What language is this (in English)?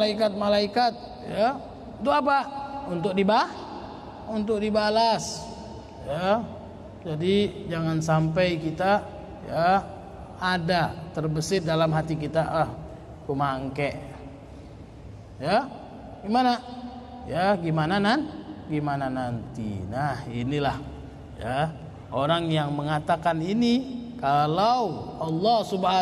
Indonesian